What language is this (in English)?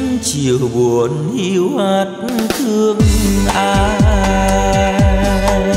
Vietnamese